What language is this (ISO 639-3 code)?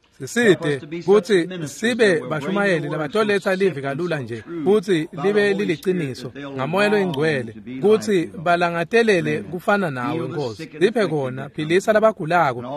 ssw